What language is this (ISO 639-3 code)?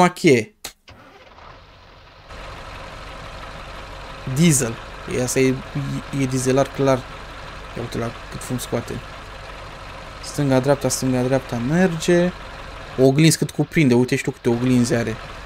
ron